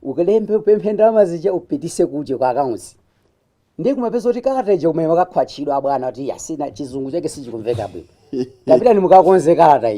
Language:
Nyanja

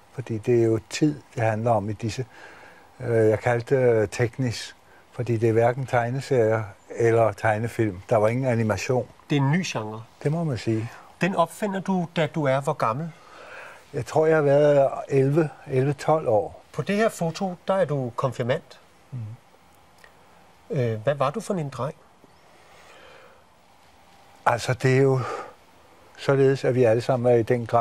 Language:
Danish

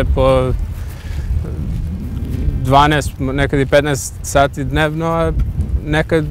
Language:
Serbian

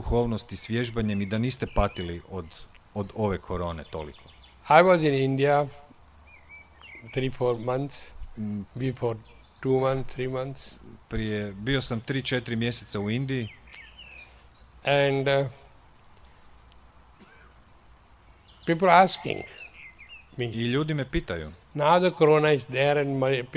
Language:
Croatian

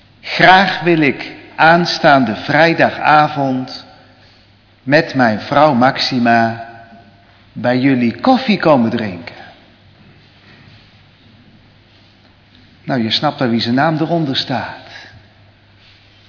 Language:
Dutch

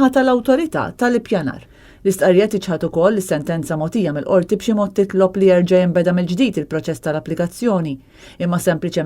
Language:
Maltese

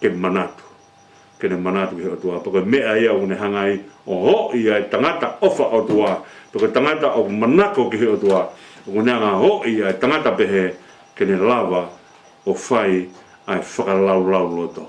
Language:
Tongan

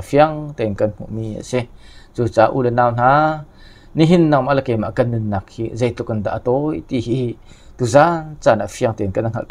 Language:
Hakha Chin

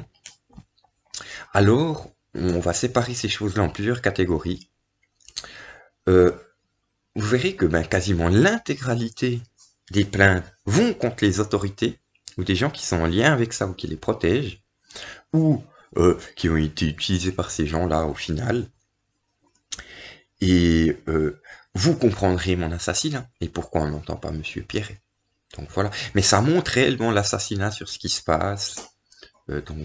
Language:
French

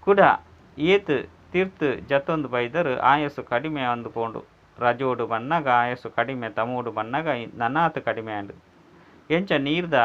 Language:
Tulu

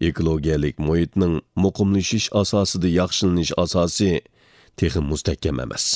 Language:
Uyghur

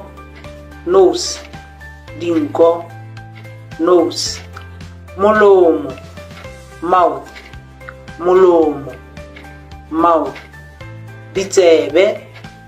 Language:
Tswana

